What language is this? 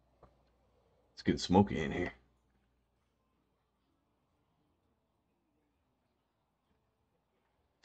English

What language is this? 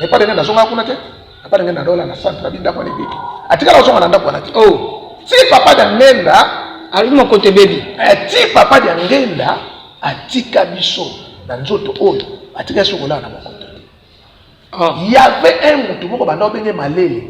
Lingala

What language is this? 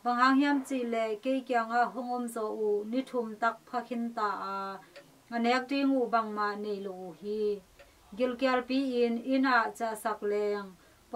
Tedim Chin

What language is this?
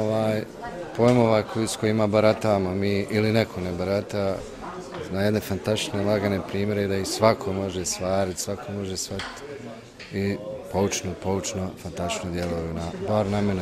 Bosnian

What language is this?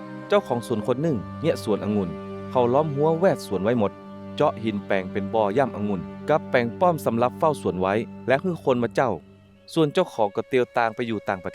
Northern Thai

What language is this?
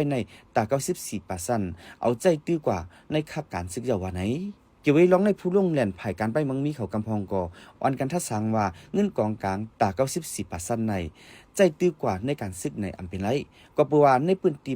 Shan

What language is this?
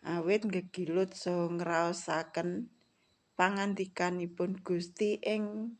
Javanese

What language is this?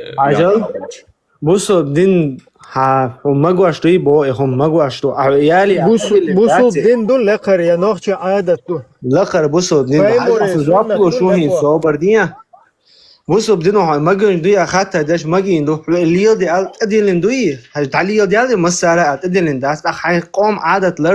Chechen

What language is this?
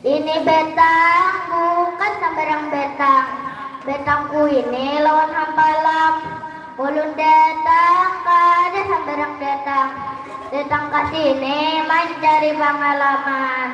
Banjar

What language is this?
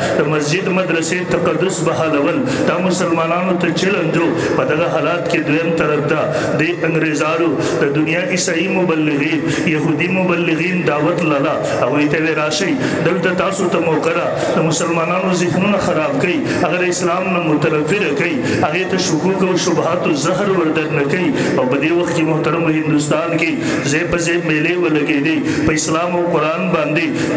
Pashto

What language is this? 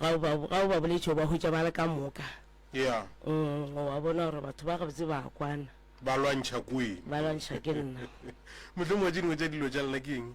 Northern Sotho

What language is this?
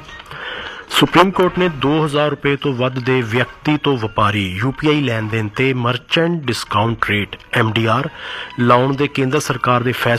Punjabi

